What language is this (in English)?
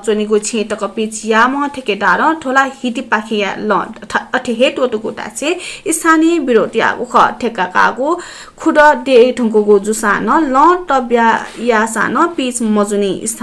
Newari